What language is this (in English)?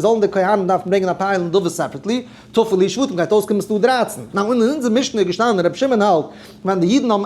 Yiddish